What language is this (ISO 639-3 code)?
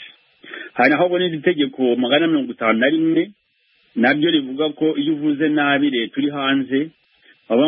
kin